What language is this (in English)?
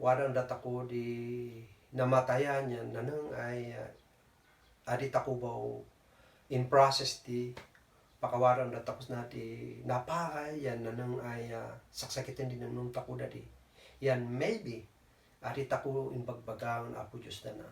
Kankanaey